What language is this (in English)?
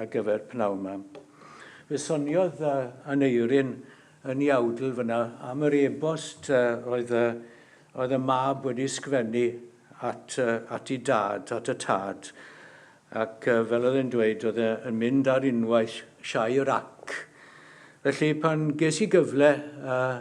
Welsh